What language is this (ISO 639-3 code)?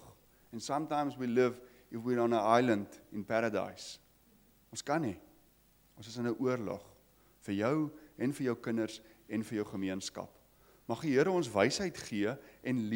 afr